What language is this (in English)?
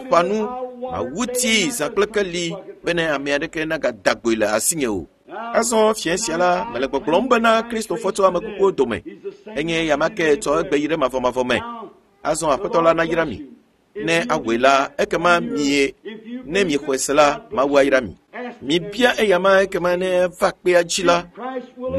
Ewe